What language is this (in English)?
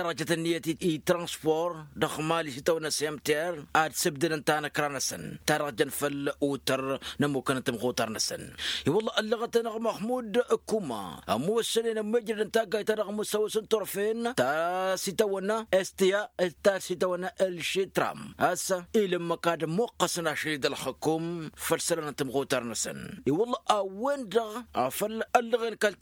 Tamasheq